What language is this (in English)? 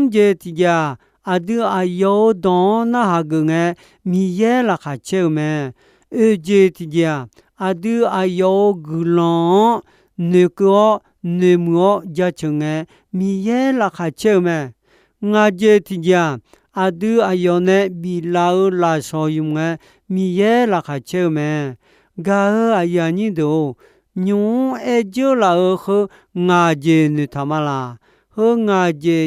Akha